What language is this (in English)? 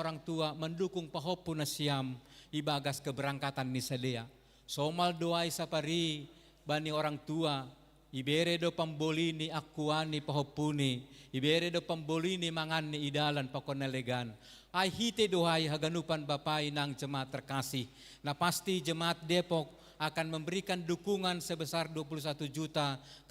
Batak Simalungun